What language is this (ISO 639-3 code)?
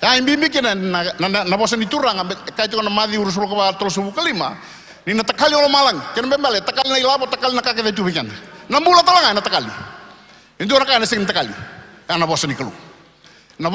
fij